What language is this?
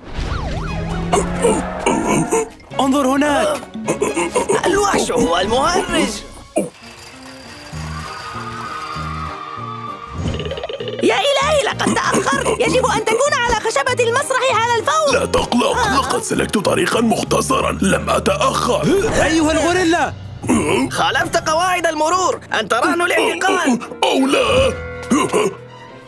Arabic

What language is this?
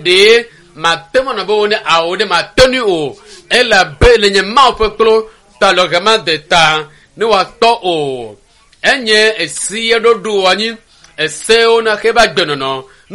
Ewe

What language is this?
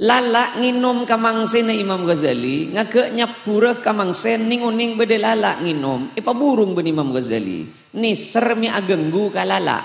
Madurese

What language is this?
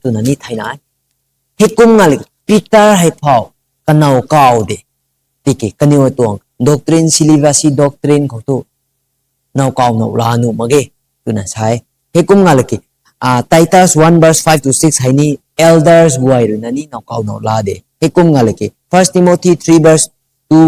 Rongmei Naga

